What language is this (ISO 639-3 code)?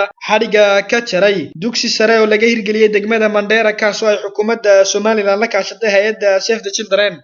som